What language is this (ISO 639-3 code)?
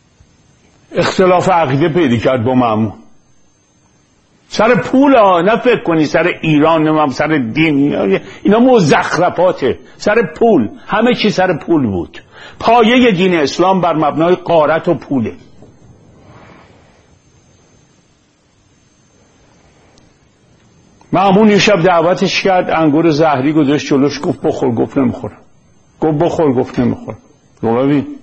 fas